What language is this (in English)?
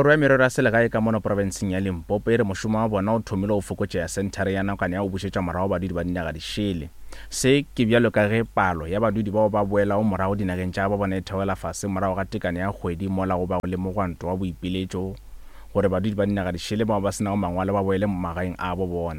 Northern Sotho